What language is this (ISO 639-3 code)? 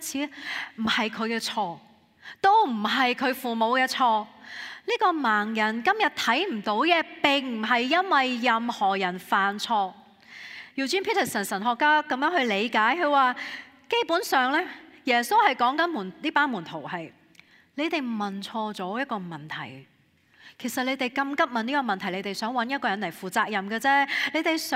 yue